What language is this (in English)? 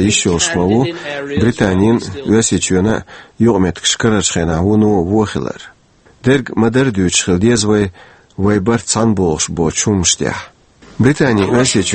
Chechen